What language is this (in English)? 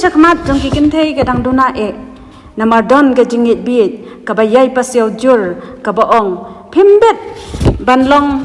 Khasi